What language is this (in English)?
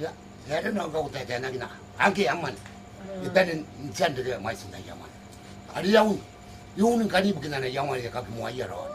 Gilbertese